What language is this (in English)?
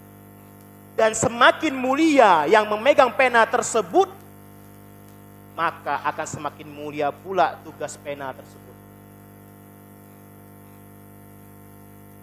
Indonesian